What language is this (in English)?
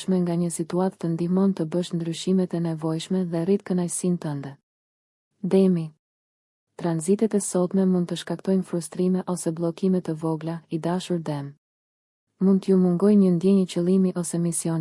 Albanian